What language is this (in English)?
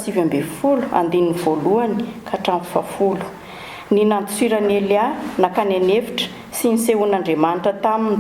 Malagasy